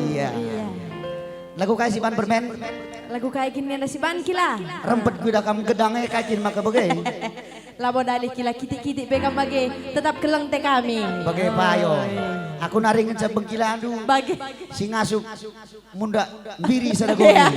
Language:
Batak Karo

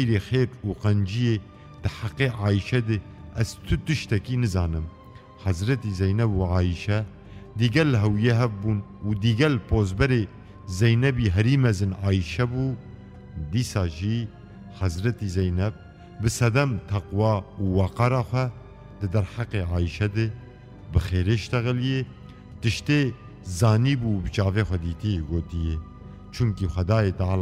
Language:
Kurdish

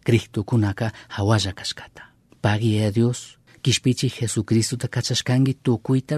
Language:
Chimborazo Highland Quichua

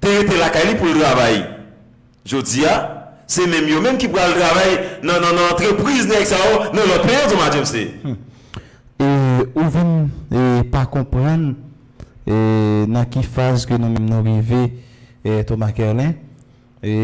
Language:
Haitian Creole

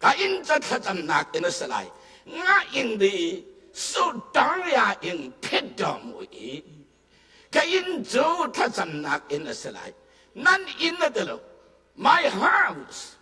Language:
Hakha Chin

